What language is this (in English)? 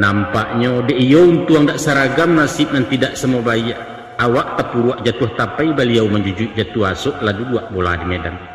Minangkabau